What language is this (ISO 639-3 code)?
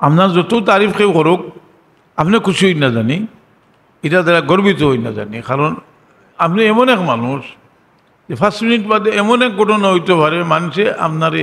syl